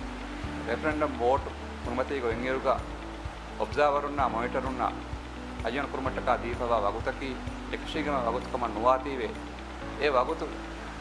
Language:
Divehi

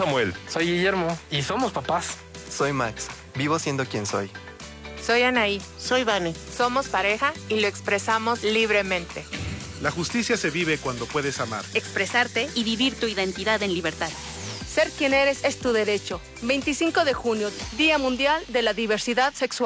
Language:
Spanish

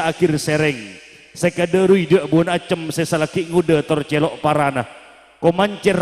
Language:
Madurese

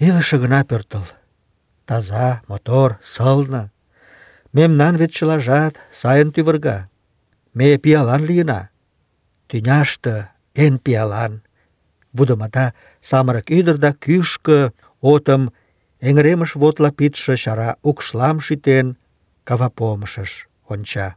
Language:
Mari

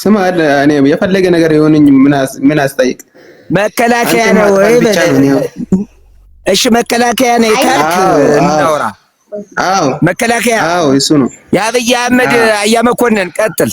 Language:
Amharic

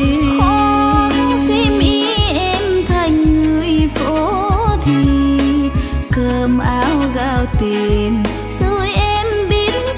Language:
Vietnamese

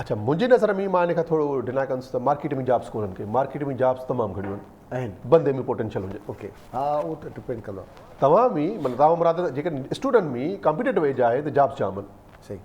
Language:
Sindhi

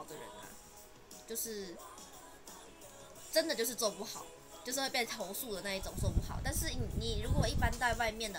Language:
Chinese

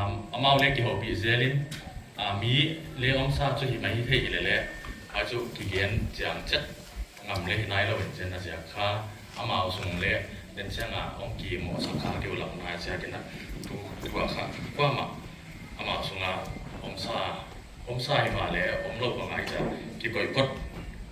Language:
Paite Chin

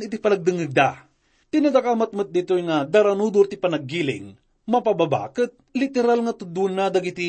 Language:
Iloko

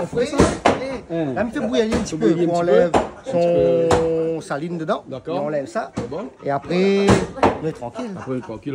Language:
Réunion Creole French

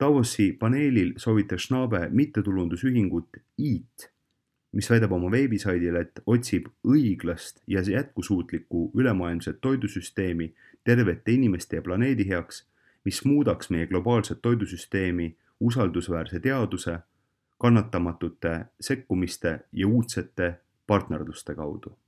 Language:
Estonian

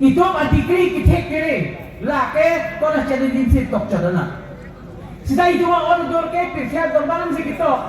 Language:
Karbi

